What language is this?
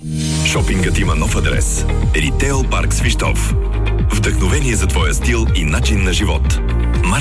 Bulgarian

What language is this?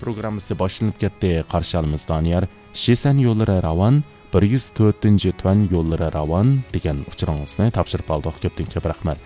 Uyghur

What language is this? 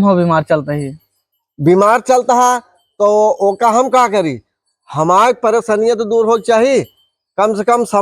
Awadhi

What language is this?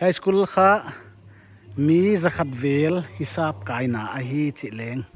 Paite Chin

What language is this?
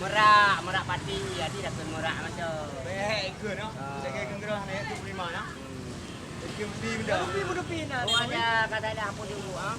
Achinese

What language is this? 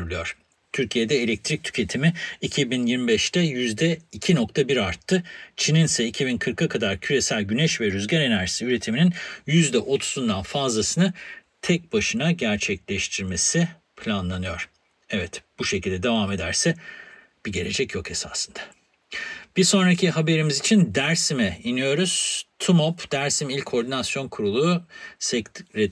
Turkish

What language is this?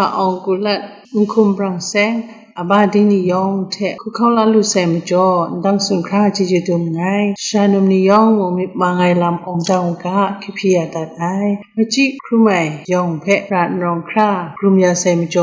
Kachin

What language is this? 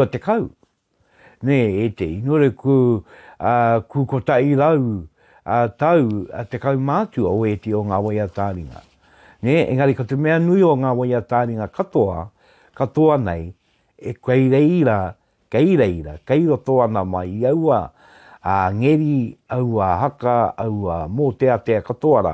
Māori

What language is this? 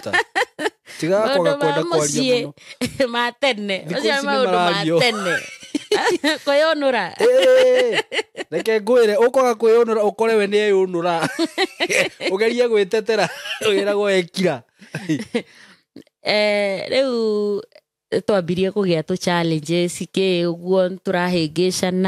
Kikuyu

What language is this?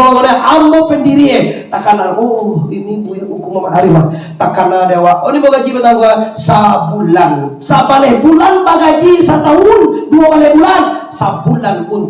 Minangkabau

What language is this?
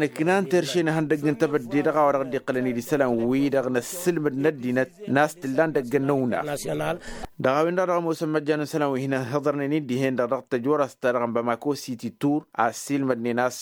Tamasheq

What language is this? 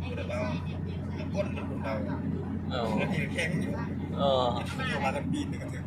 Lao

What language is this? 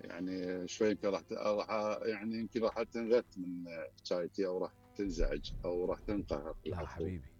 Mesopotamian Arabic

